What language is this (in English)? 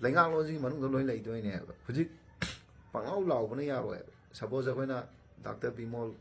Manipuri